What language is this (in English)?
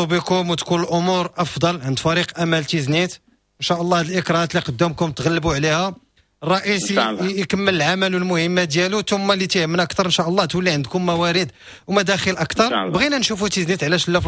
Moroccan Arabic